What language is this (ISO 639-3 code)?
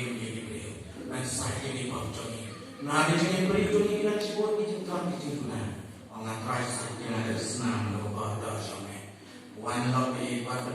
kha